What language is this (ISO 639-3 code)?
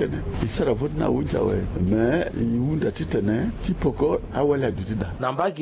sag